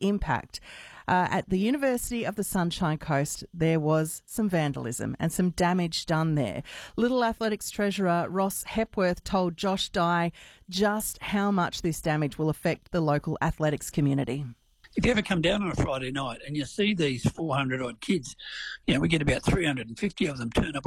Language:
English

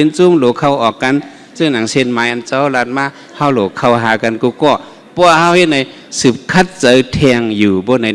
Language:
Shan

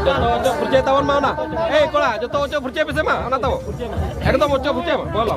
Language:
Santali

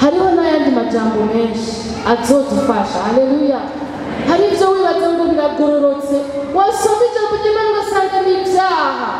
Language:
Rundi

